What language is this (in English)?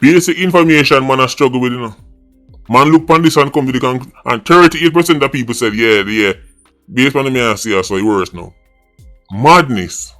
Jamaican Creole English